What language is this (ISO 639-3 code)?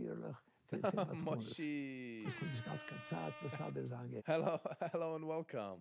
yid